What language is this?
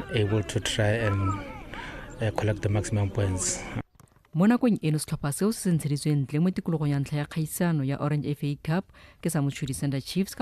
Tswana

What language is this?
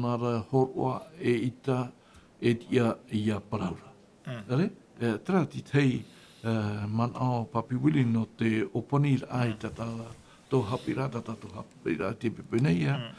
Tahitian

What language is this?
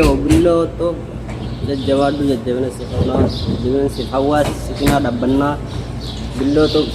Oromo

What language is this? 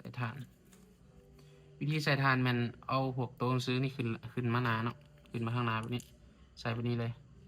Lao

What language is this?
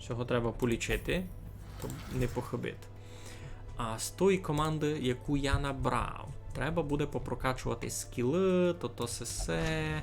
Rusyn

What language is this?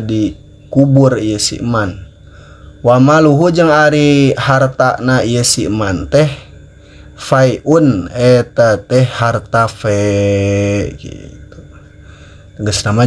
Sundanese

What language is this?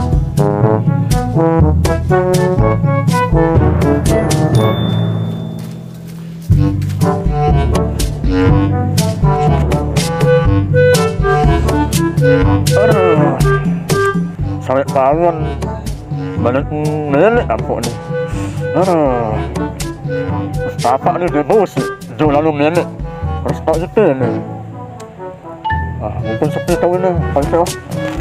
Indonesian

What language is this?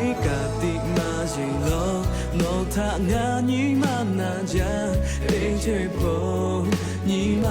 Lahu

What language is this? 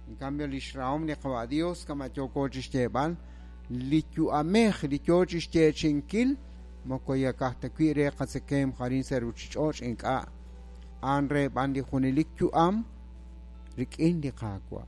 Kekchí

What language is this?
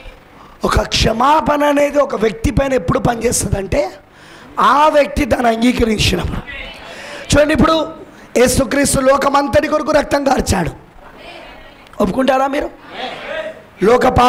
Telugu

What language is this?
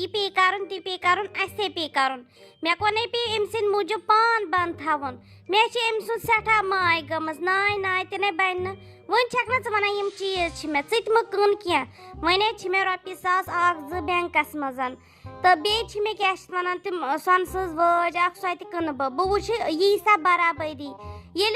Kashmiri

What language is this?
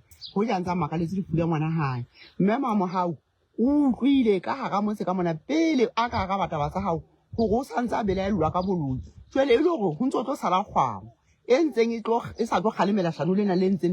Southern Sotho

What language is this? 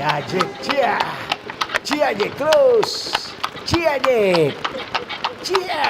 Manado Malay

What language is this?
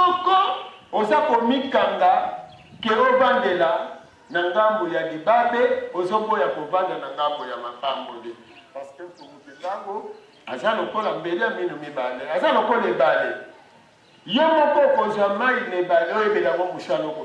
Lingala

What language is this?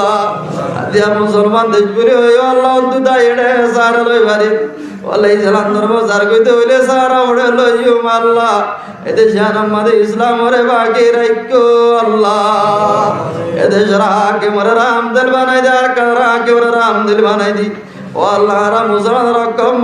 Rohingya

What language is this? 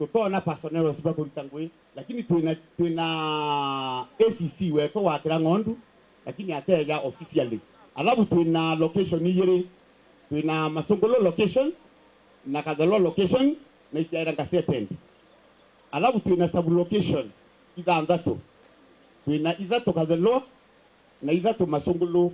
Meru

